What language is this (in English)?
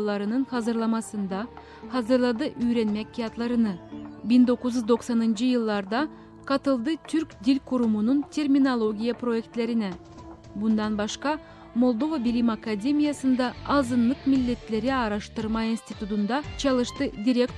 Gagauz